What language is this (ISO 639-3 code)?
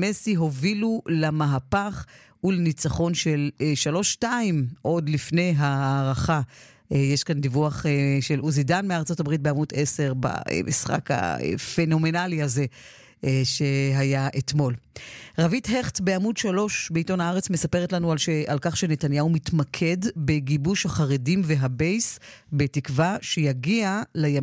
heb